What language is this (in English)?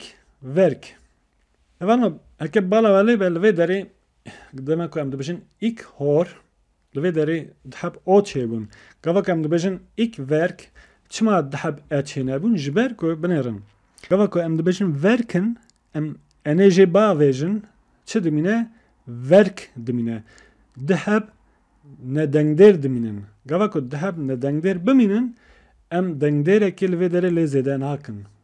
Kurdish